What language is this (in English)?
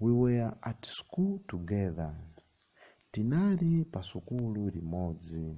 Nyanja